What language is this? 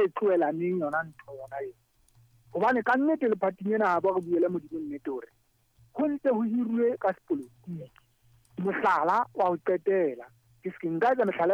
Southern Sotho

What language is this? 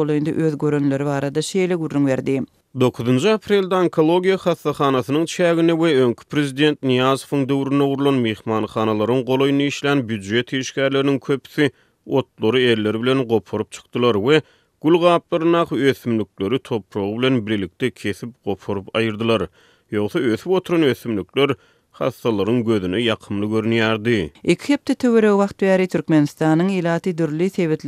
Turkmen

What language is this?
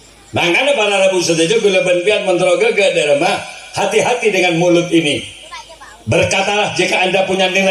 Madurese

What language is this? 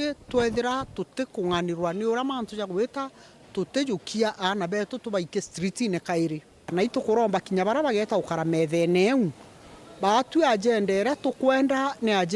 Meru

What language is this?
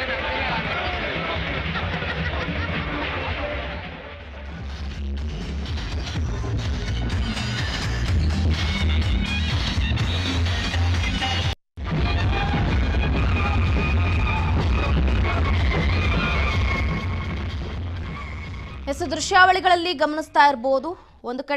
Kannada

